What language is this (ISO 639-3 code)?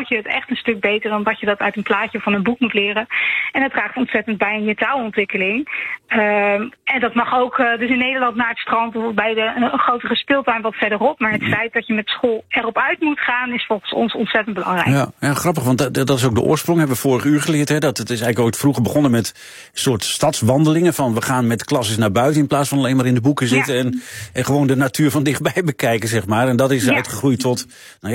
nld